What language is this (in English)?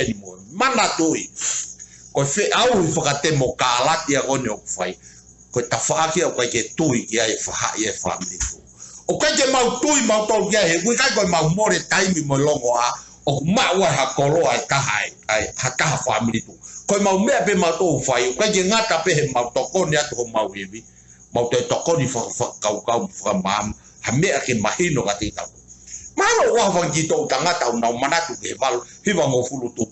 Tongan